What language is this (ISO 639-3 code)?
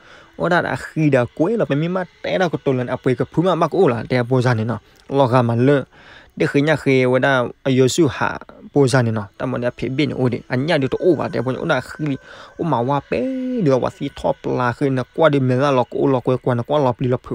ksw